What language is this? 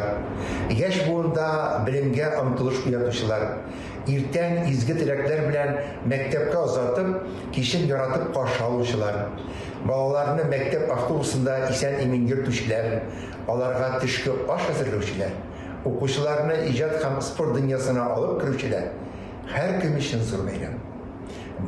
Tatar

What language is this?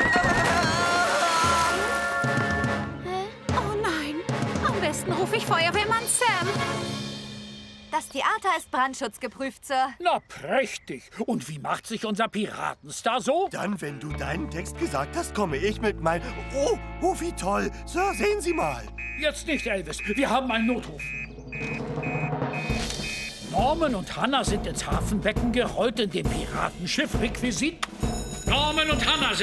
German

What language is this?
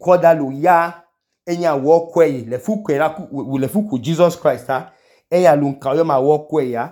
Idoma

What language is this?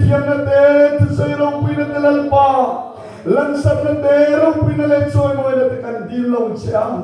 Mizo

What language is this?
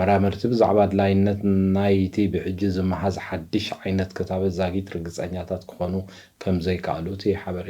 Tigrinya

